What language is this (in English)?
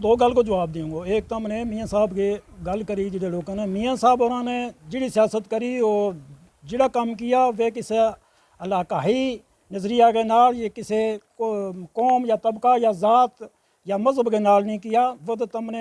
Gujari